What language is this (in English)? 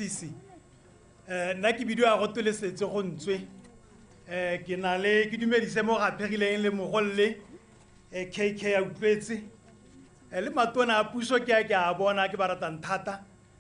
Tswana